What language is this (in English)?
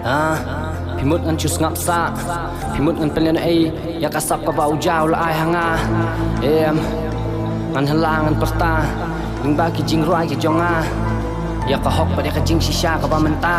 Khasi